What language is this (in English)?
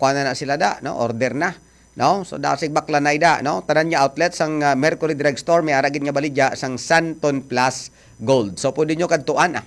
Hiligaynon